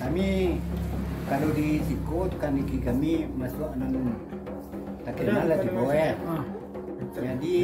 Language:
Minangkabau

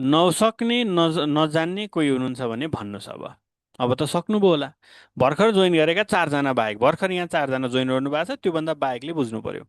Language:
Nepali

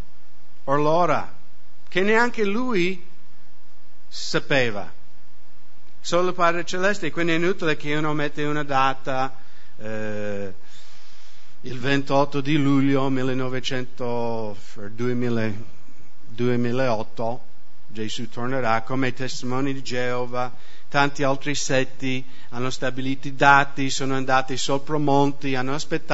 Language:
Italian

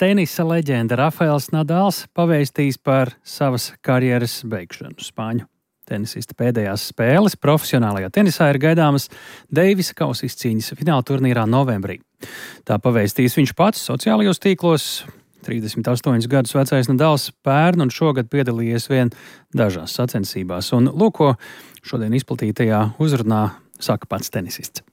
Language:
Latvian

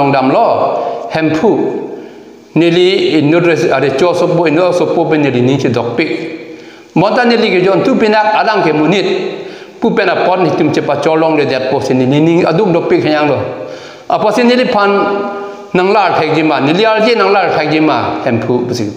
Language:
Karbi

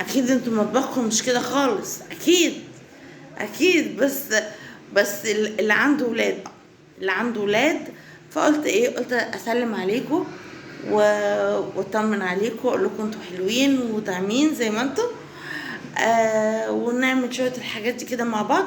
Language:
Egyptian Arabic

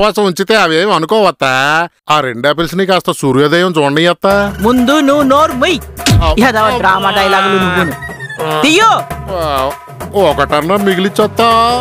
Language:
Telugu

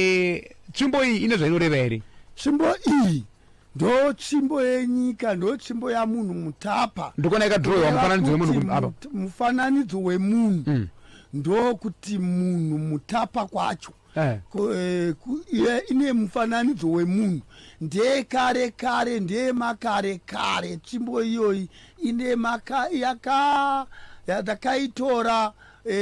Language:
Shona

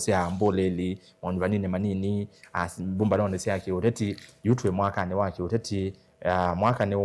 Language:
Kamba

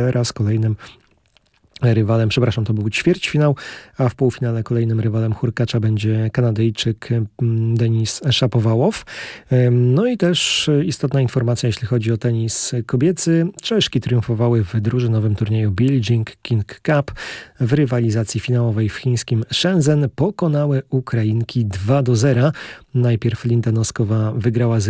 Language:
Polish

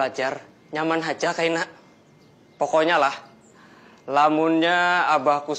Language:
Banjar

